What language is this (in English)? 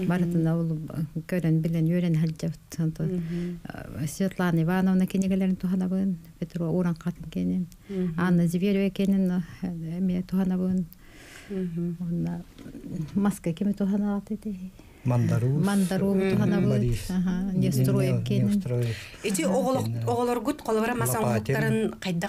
Yakut